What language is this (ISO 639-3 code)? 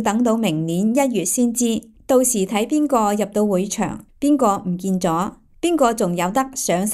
yue